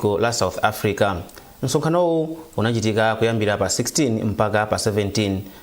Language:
Nyanja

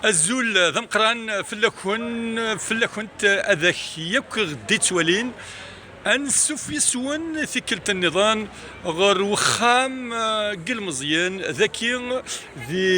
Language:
Kabyle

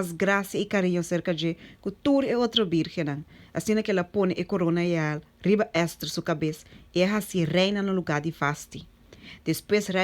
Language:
Papiamento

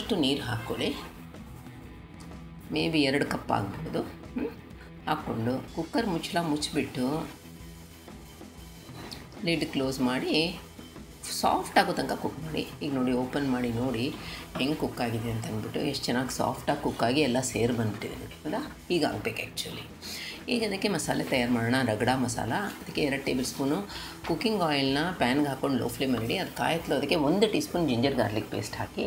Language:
Kannada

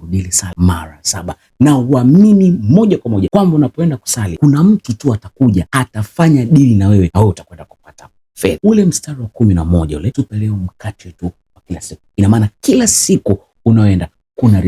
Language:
Swahili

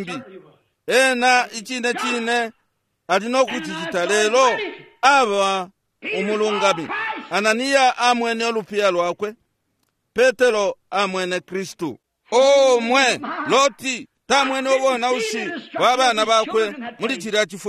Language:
Bemba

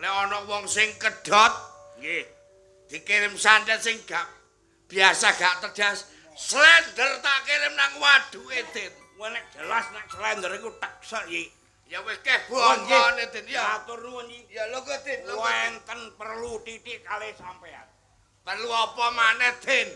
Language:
Javanese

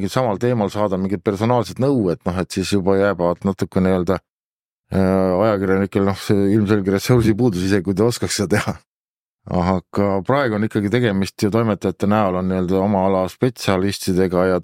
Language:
Estonian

